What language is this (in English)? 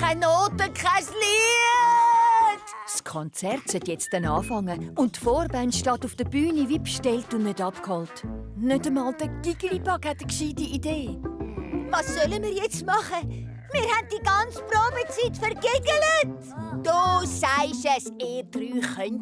Swiss German